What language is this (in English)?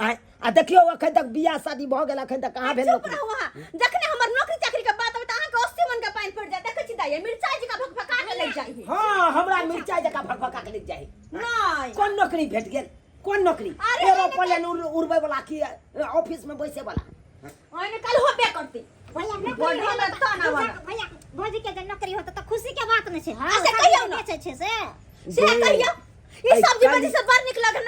Maithili